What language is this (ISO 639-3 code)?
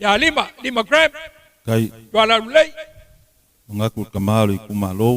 smo